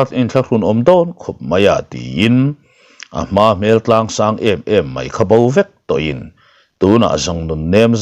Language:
Mizo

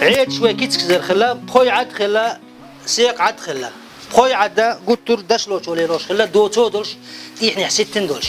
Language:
Chechen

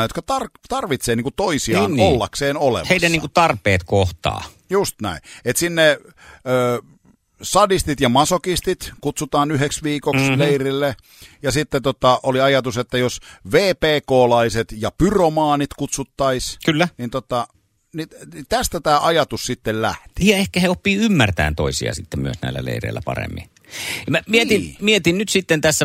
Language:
Finnish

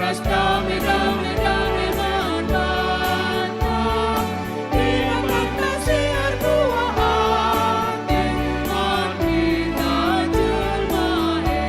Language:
Batak Karo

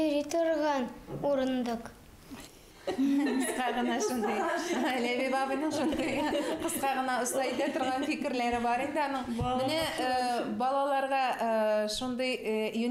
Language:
Tatar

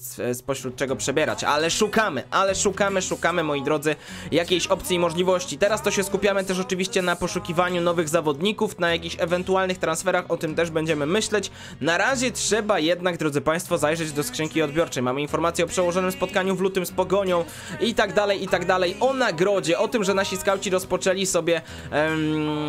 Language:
Polish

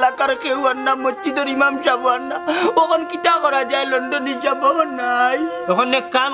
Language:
Sylheti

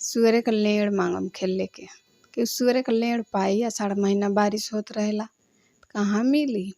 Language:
Bhojpuri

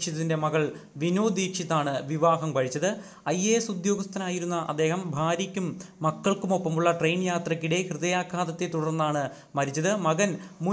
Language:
Malayalam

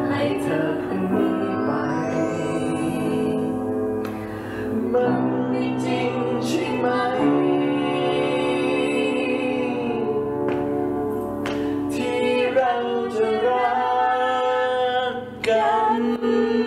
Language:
Thai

